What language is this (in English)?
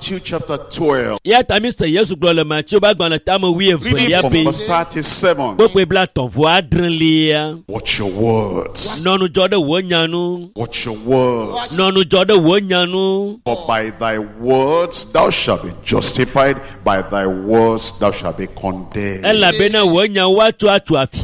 Ewe